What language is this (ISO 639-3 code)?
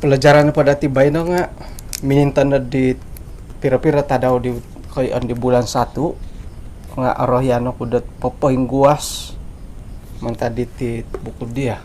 dtp